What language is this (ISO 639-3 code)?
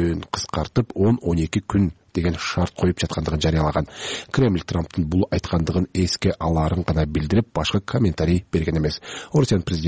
kir